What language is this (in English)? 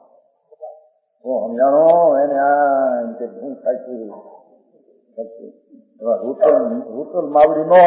Gujarati